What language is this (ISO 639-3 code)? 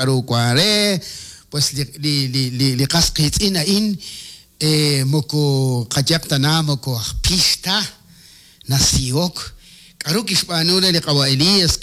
kek